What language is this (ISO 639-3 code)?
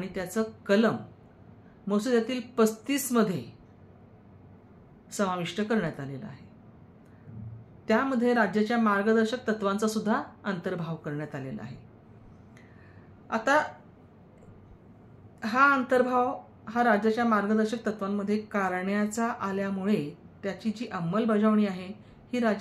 mar